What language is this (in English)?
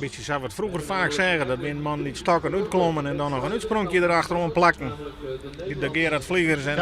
Western Frisian